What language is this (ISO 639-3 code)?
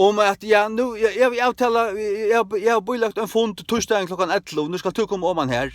fao